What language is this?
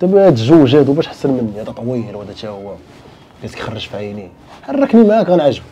Moroccan Arabic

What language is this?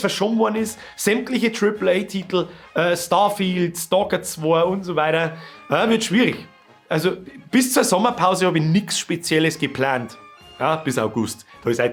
Bavarian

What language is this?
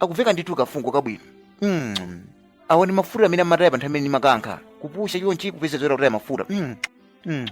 Nyanja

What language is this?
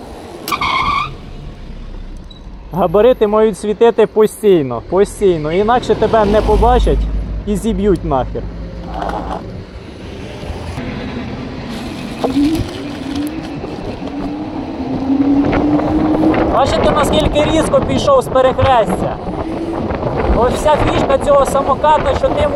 Ukrainian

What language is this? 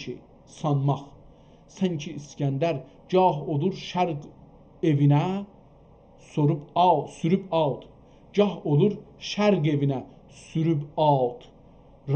South Azerbaijani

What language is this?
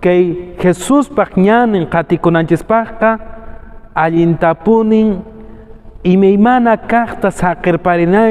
Quechua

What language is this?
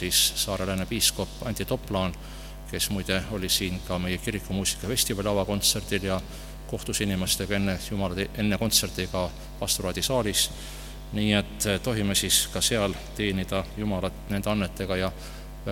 Estonian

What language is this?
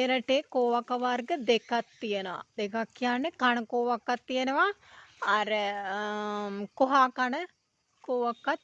Sinhala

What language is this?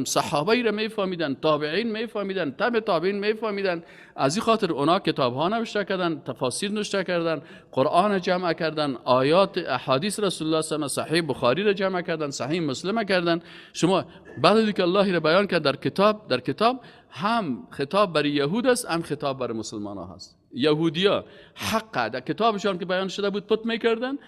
Persian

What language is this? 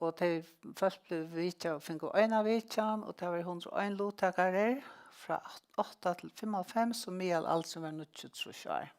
Faroese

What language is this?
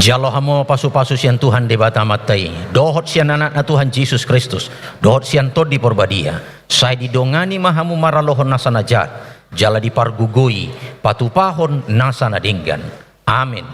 Batak Toba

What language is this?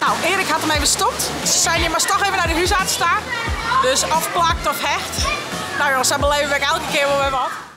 Western Frisian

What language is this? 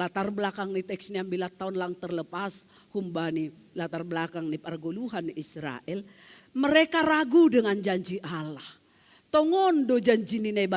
Batak Simalungun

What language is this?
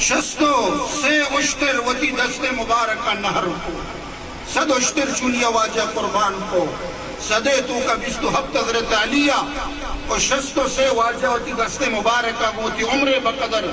Eastern Balochi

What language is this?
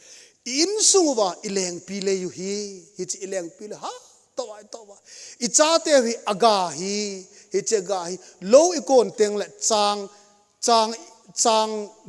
Thado Chin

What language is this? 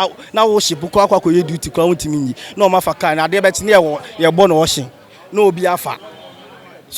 Akan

